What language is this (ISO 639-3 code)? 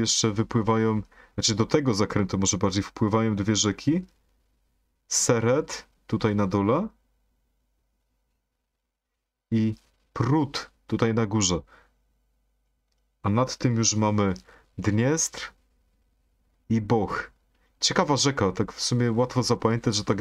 pol